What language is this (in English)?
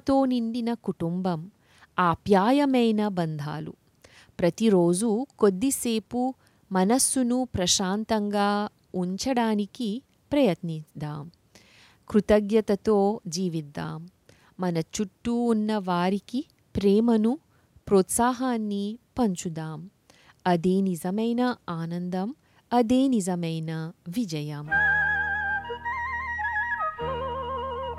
Telugu